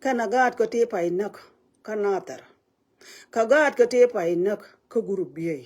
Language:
Nuer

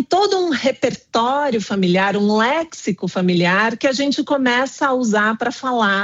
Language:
Portuguese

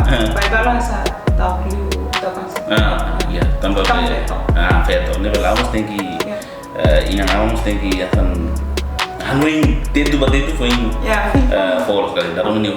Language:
Tetum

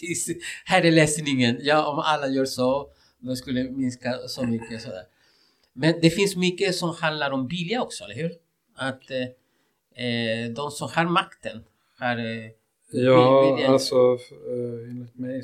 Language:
Swedish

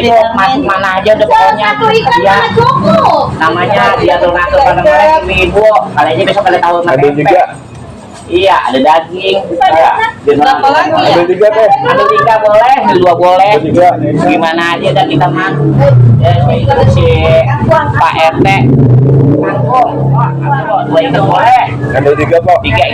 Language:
Betawi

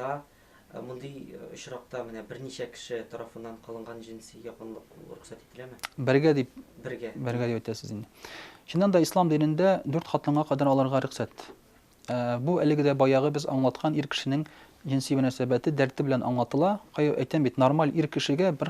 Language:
Tatar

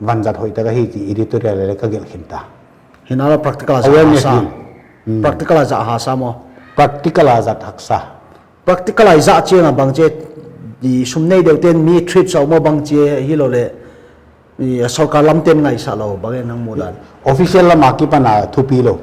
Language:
Paite Chin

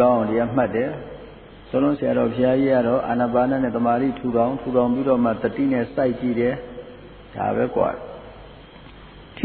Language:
Burmese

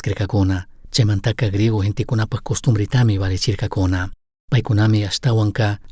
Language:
Chimborazo Highland Quichua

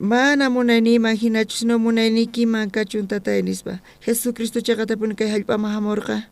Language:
South Bolivian Quechua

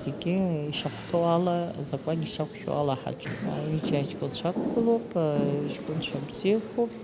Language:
Abkhazian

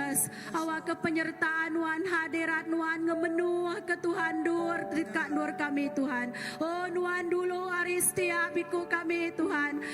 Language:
Iban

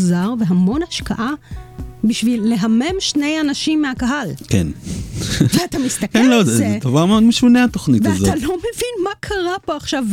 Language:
Hebrew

